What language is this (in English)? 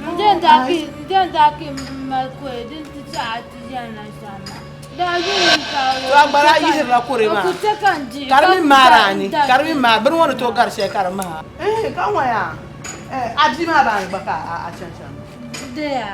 Dagbani